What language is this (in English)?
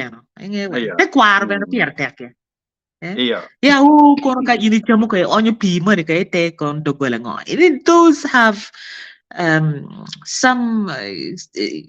Acoli